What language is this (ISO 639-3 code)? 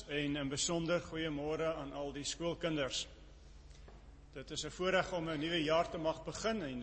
afr